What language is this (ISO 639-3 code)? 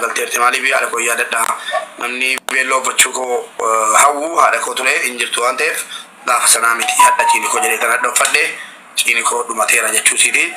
orm